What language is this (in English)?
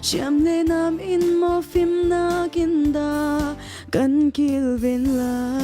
Hakha Chin